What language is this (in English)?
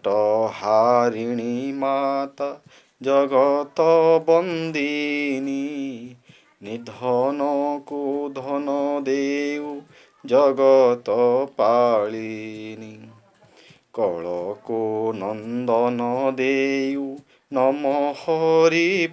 Odia